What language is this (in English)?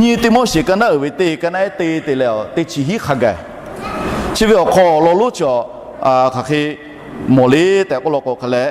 Lahu